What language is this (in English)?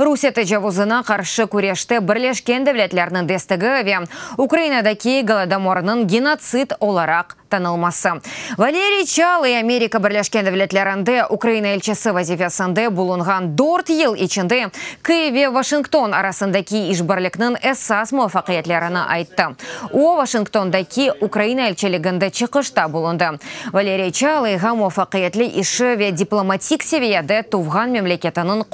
Crimean Tatar